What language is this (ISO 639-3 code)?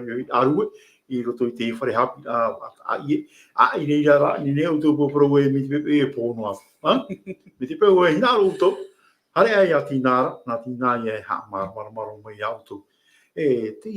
tah